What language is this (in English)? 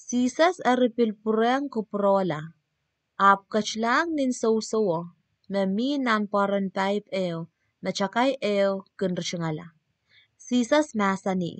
Pohnpeian